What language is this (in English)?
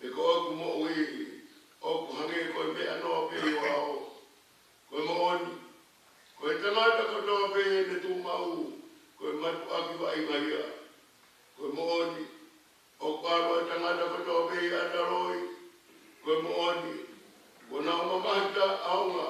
Tongan